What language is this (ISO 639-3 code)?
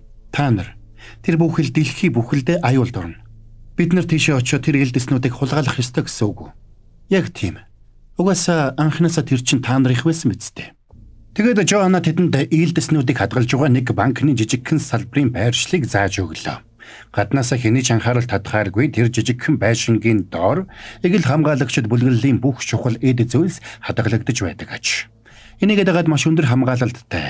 mon